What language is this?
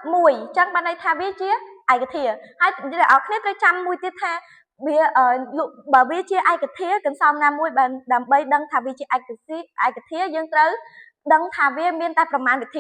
Khmer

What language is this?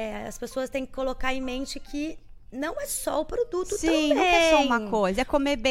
Portuguese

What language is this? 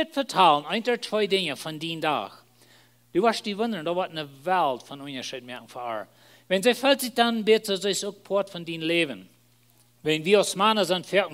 Plautdietsch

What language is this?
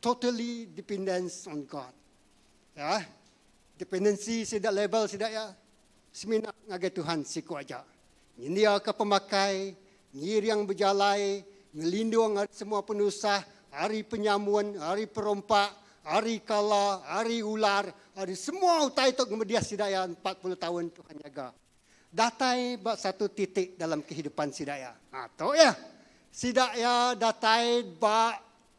Iban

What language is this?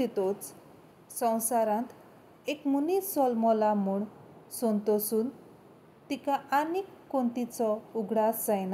Konkani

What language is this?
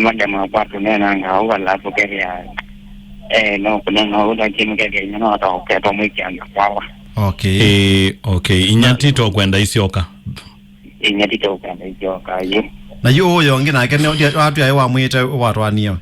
Kamba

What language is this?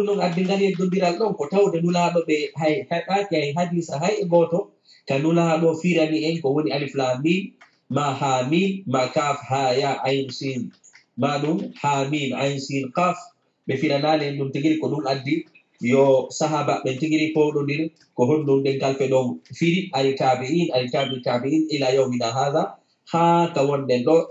Fula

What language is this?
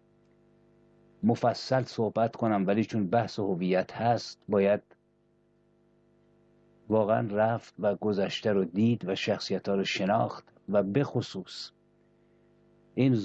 Persian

